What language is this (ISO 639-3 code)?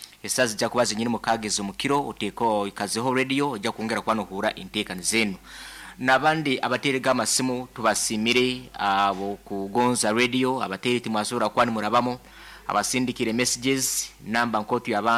nyn